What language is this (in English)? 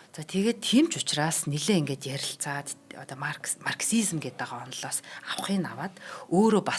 Mongolian